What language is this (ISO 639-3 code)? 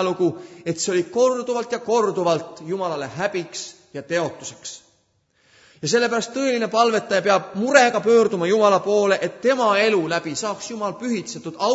est